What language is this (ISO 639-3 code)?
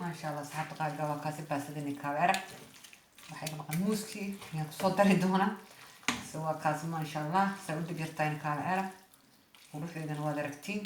som